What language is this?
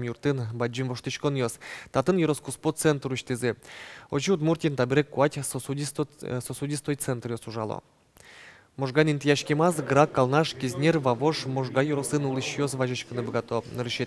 Udmurt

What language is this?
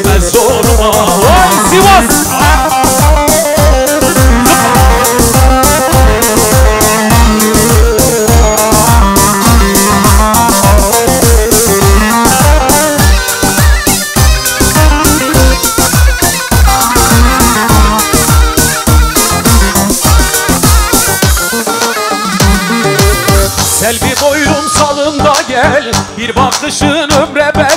Turkish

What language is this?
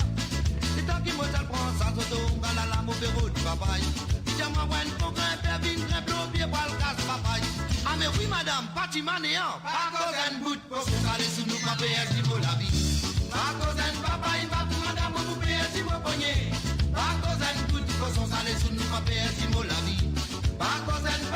Morisyen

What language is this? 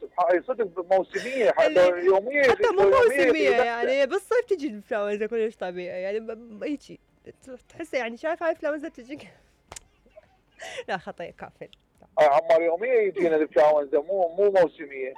Mesopotamian Arabic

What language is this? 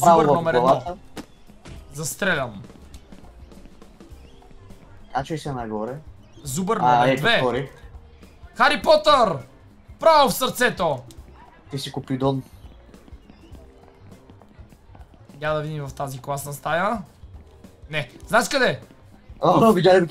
Bulgarian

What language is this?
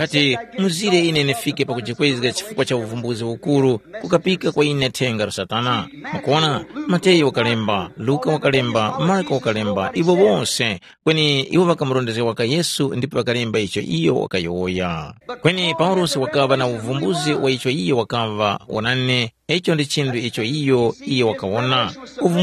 Tumbuka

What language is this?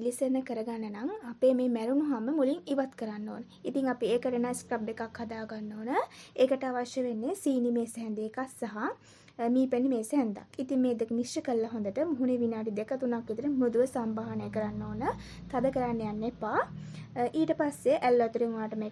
Sinhala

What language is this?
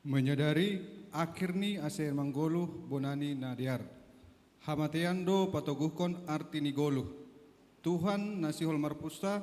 Batak Simalungun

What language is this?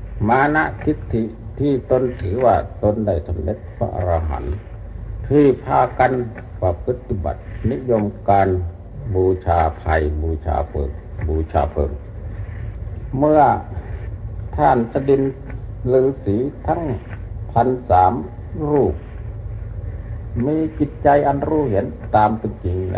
Thai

